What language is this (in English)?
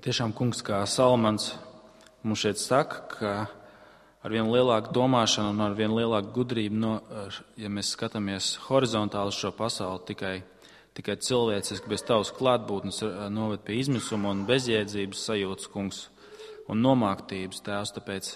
Latvian